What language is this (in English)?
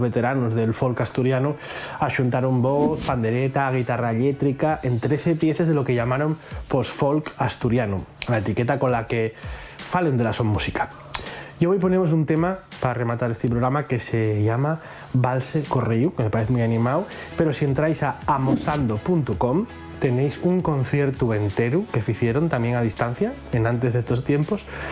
Asturian